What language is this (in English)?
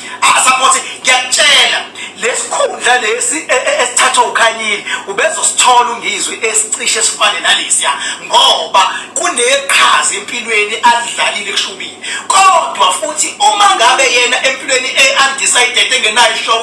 Zulu